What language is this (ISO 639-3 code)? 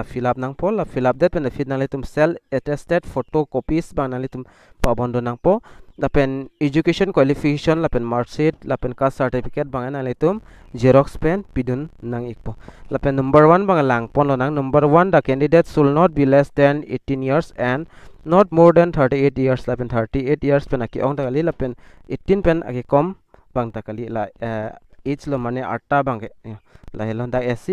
mjw